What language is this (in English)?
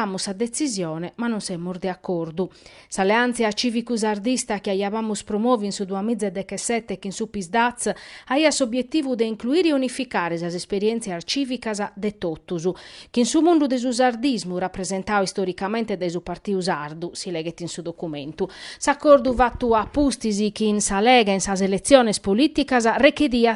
Sardinian